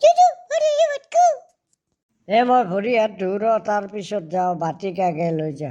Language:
Assamese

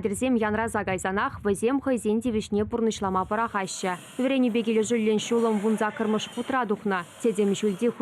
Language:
Chuvash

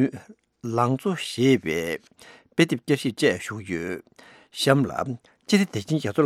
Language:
Tibetan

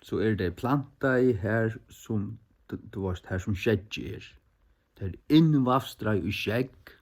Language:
Faroese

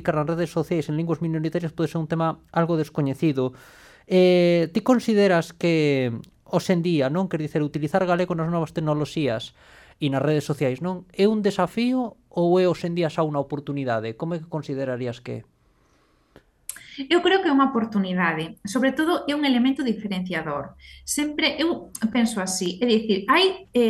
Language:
Galician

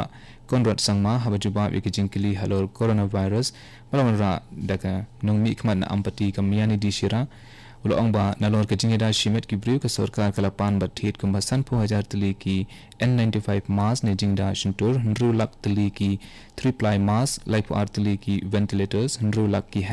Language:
Khasi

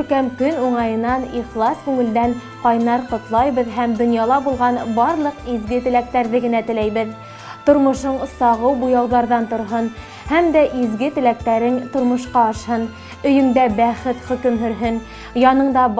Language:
Bashkir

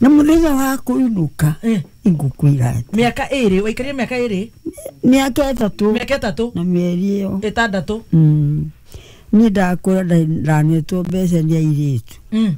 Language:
Kikuyu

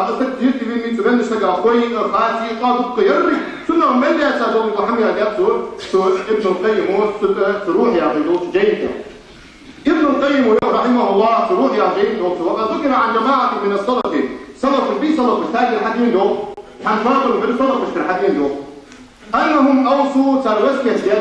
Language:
Ingush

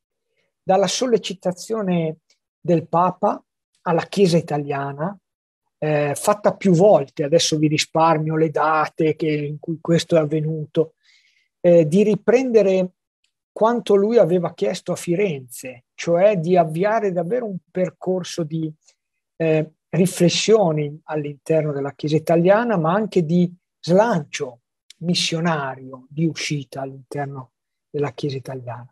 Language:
Italian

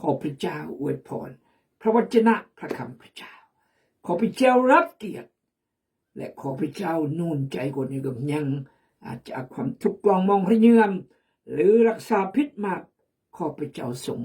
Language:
Khmu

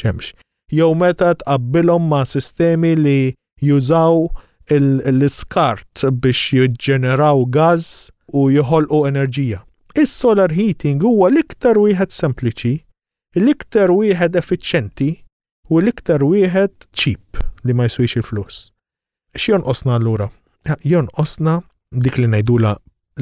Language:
Maltese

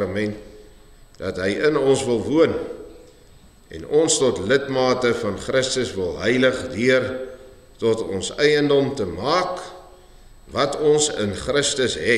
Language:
Afrikaans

